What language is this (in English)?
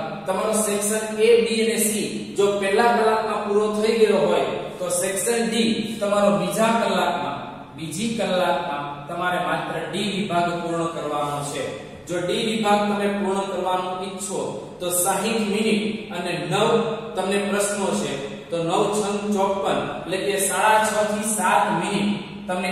Gujarati